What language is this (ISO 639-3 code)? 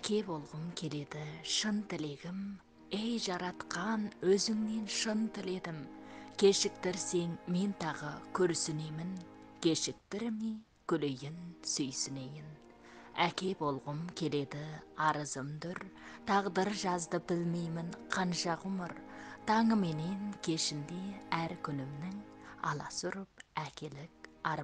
kaz